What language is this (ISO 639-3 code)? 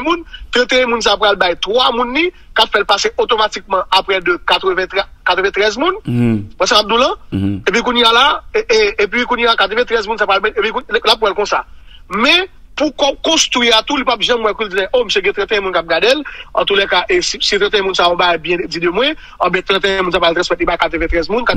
hat